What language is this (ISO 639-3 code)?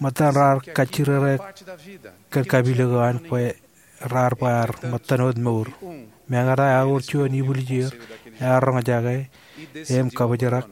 mah